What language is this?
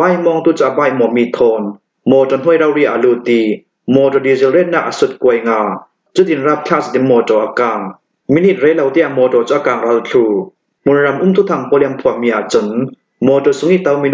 Hakha Chin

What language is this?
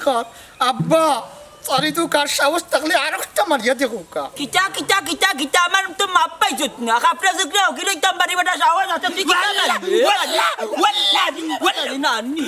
Sylheti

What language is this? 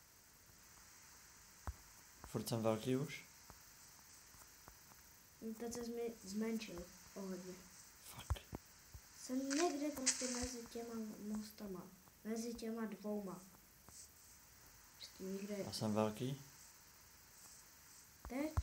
Czech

